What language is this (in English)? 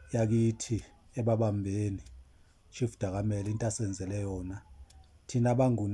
Zulu